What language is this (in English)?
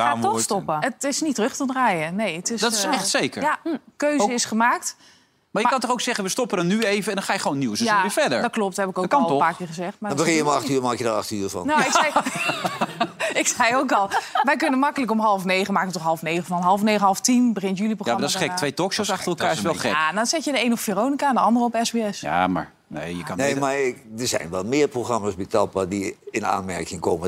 Dutch